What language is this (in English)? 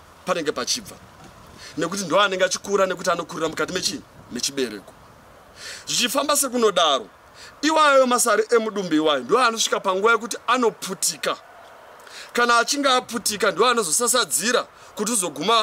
Shona